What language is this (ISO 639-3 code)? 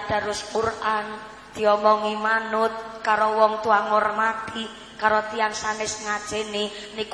jav